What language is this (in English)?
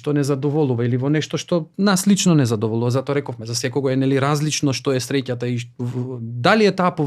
Macedonian